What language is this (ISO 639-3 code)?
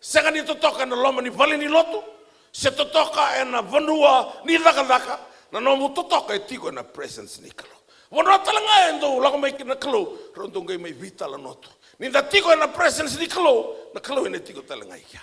fij